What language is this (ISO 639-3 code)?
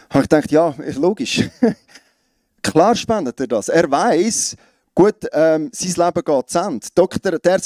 gsw